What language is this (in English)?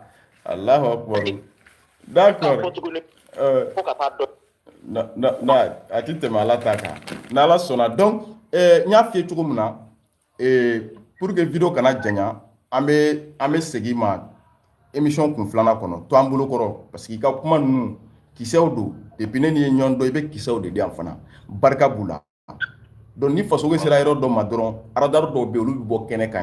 Bambara